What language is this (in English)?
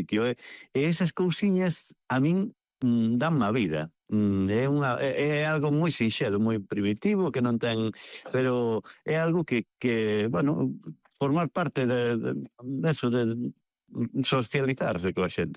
Galician